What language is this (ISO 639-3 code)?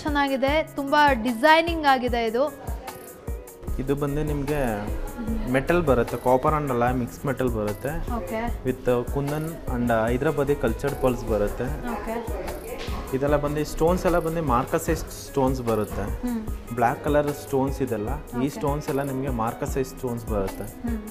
kan